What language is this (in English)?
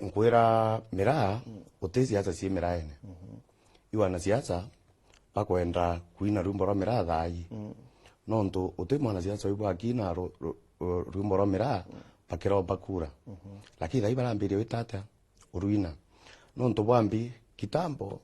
Meru